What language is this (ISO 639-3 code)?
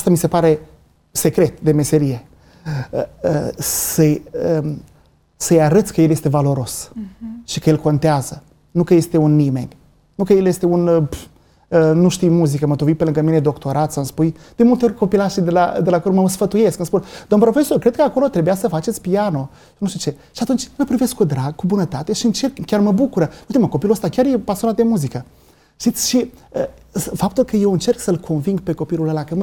ron